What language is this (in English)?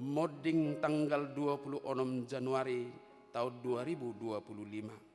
Batak Toba